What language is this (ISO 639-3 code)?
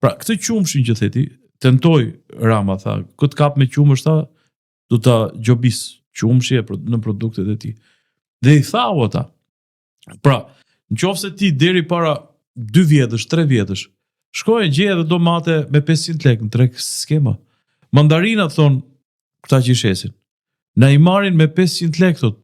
sqi